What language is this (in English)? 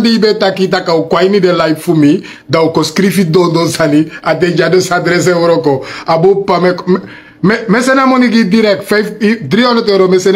Sranan Tongo